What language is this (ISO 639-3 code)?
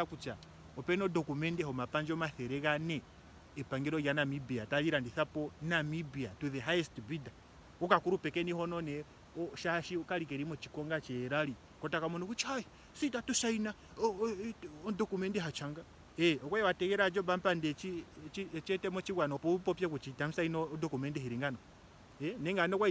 ndo